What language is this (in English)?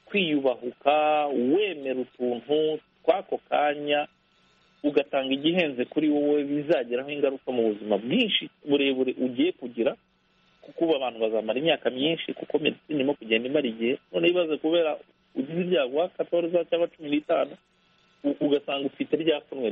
Kinyarwanda